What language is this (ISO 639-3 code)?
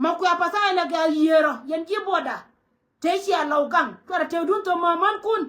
nus